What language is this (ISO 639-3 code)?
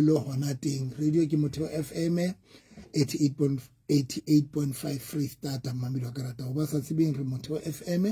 sot